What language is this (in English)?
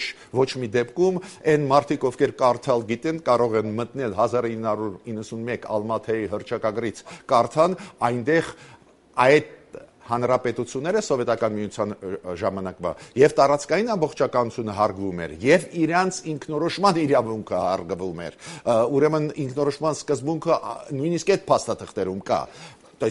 Armenian